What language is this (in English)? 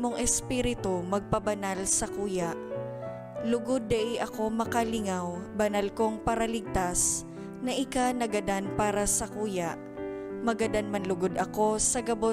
Bikol